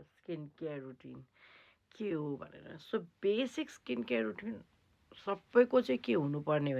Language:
Nepali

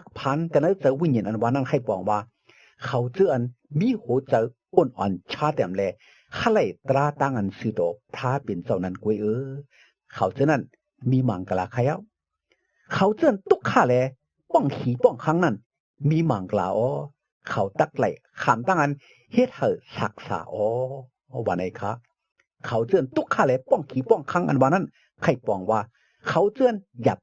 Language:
Shan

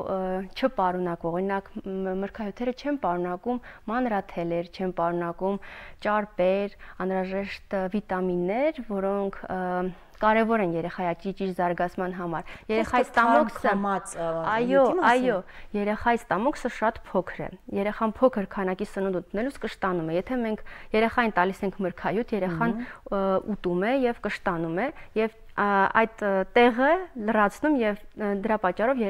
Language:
Armenian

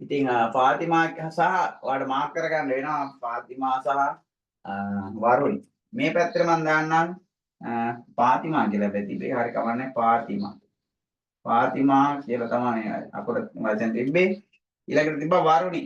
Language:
Sinhala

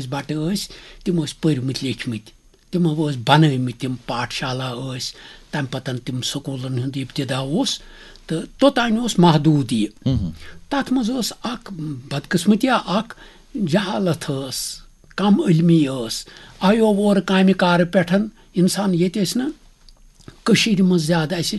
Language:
Kashmiri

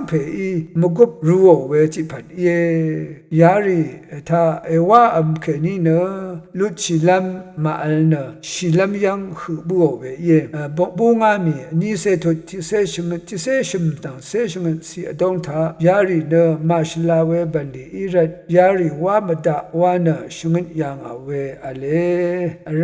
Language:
Rawang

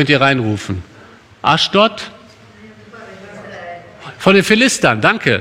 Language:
German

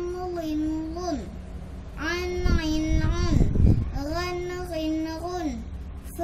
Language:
Achinese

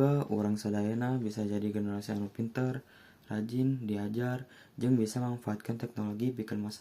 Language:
Sundanese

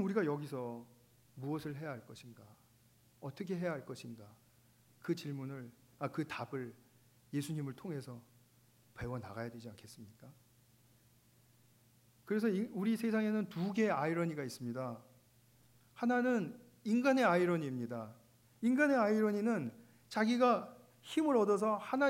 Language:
Korean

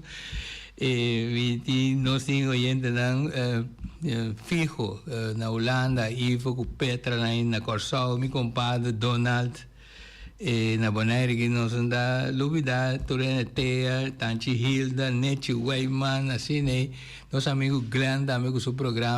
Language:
Papiamento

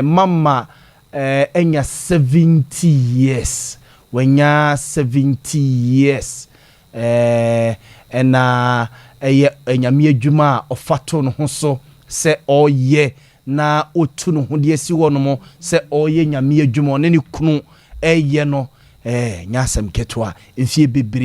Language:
Akan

